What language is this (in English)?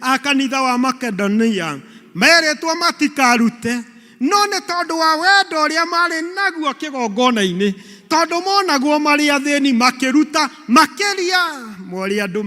Kikuyu